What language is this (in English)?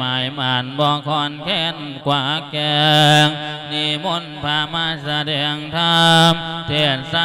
Lao